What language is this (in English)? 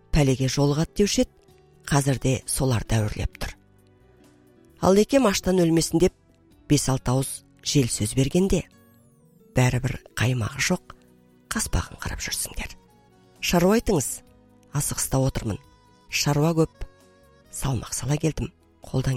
Kazakh